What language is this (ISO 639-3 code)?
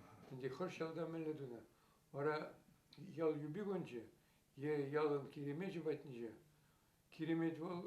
chv